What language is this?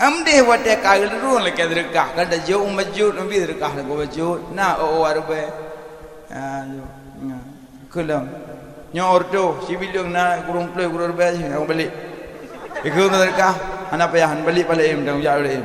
Achinese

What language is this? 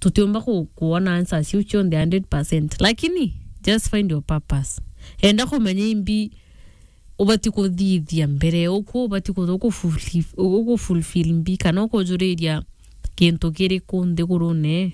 Meru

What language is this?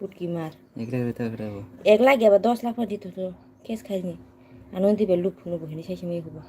Kok Borok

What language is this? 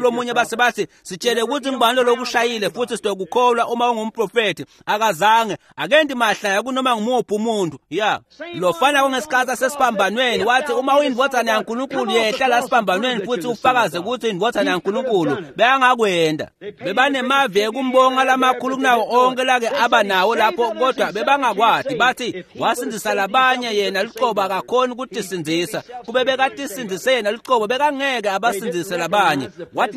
Swati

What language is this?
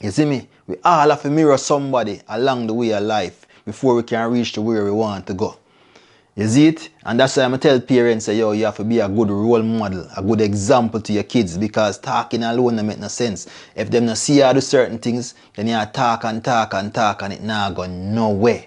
Jamaican Creole English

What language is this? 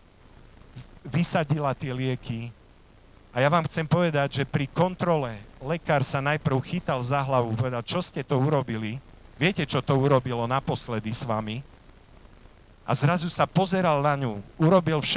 Slovak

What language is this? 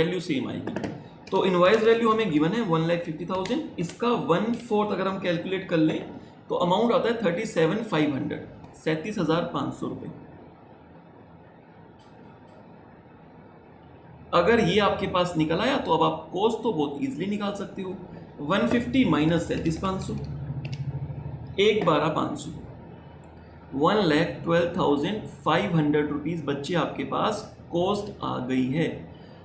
Hindi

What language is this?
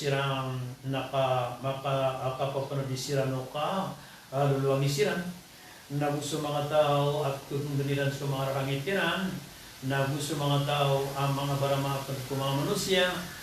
Maranao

